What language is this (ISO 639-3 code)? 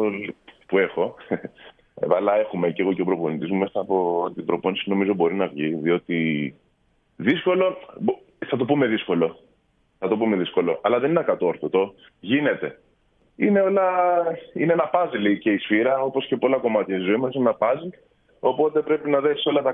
ell